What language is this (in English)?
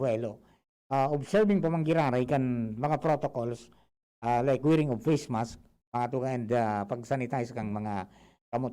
Bikol